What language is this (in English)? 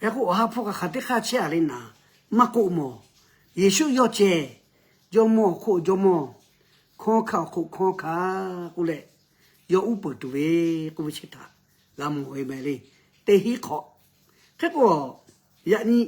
Lahu